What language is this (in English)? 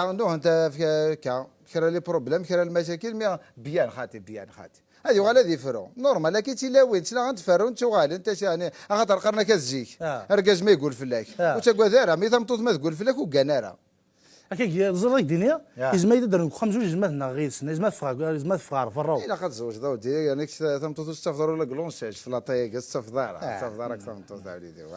Kabyle